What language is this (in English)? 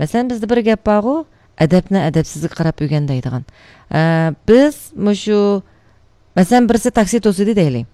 Uyghur